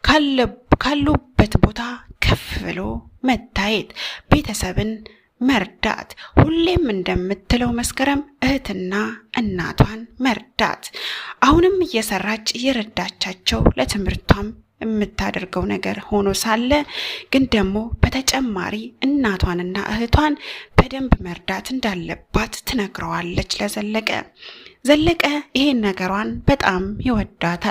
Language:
Amharic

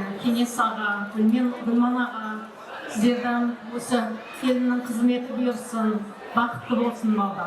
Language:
Kara-Kalpak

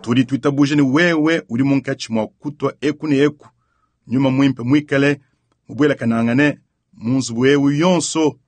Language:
Luba-Lulua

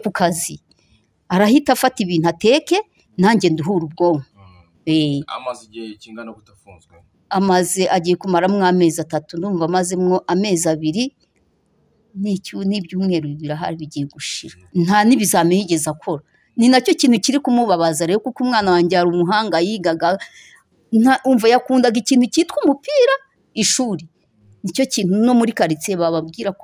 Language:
Kinyarwanda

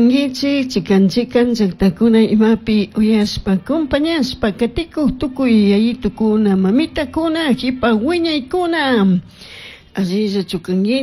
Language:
Chimborazo Highland Quichua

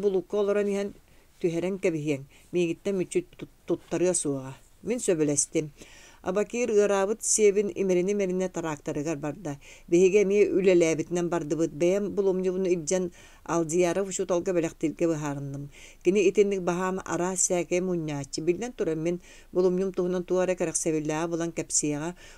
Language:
Yakut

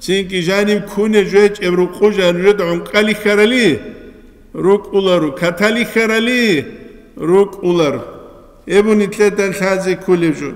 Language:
Avaric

